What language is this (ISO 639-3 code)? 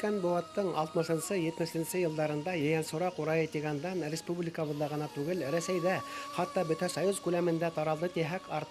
bak